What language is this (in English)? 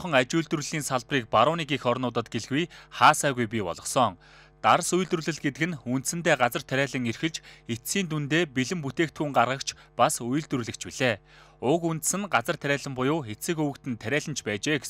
Mongolian